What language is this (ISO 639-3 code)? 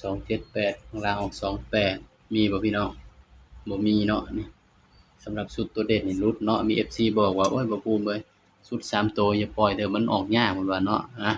tts